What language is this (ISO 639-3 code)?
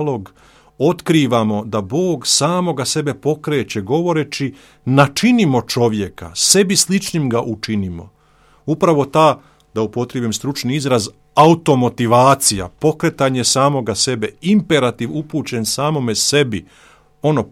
hrv